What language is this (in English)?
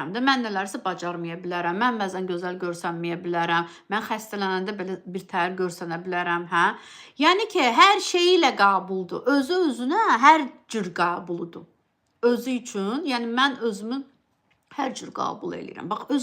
Azerbaijani